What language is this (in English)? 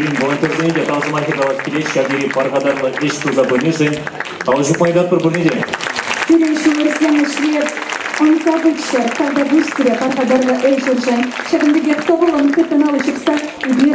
Chuvash